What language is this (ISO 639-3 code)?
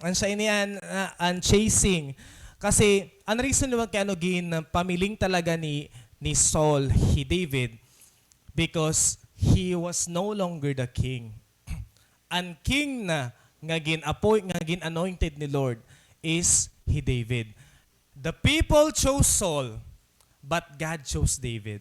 war